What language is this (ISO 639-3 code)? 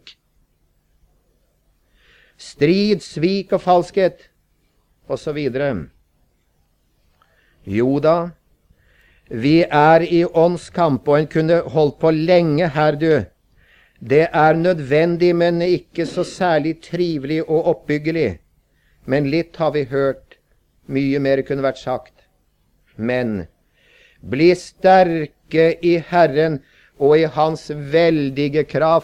nor